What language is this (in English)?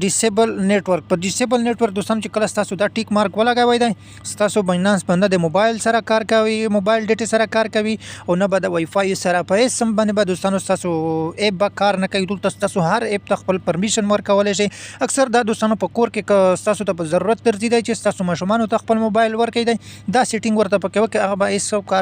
Pashto